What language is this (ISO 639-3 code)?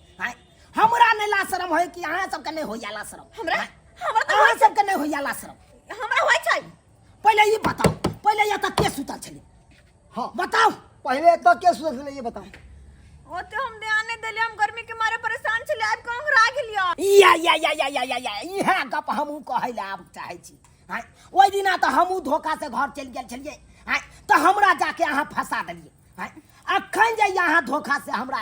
mai